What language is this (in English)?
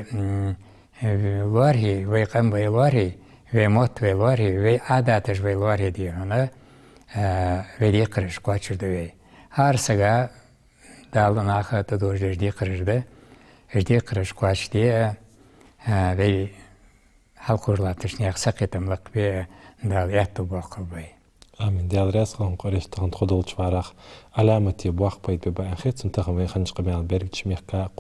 Ingush